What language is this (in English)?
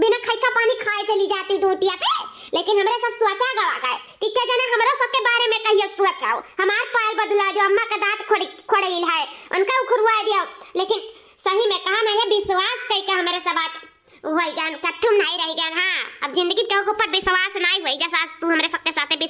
Awadhi